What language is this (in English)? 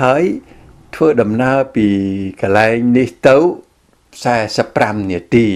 Khmer